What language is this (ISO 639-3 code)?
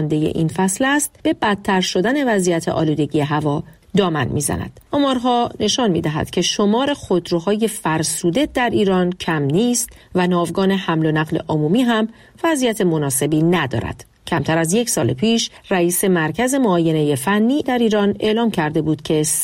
fas